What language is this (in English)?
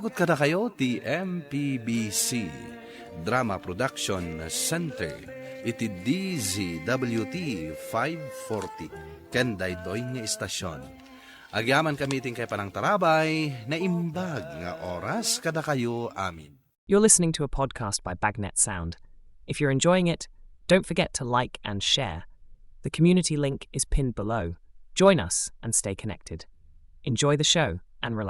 Iloko